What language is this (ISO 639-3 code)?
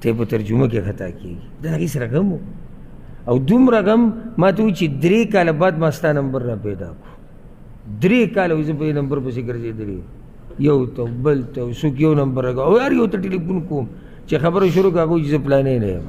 pus